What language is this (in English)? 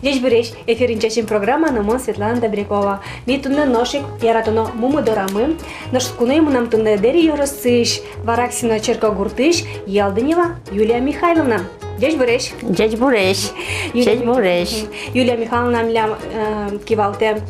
Udmurt